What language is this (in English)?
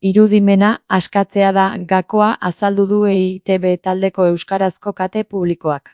Basque